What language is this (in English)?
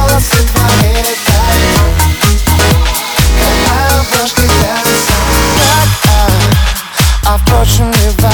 Russian